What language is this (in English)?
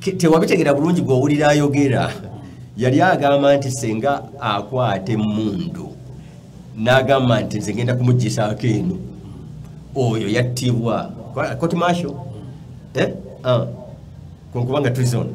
Ganda